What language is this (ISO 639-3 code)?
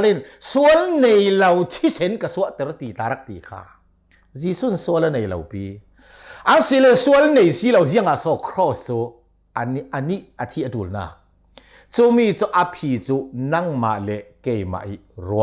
cnh